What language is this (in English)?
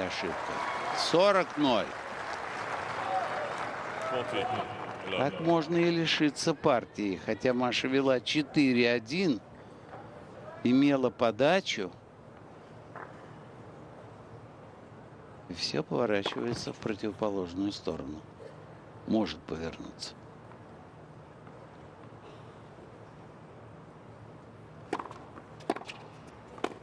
Russian